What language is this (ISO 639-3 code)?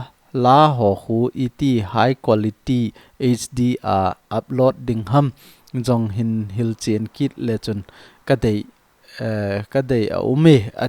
tcz